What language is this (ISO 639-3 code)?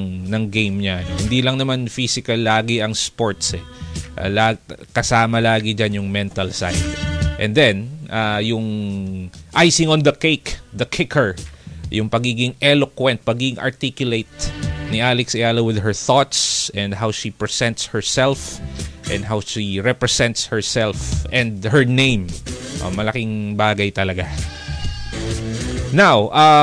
fil